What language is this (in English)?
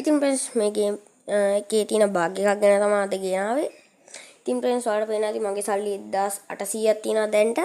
Sinhala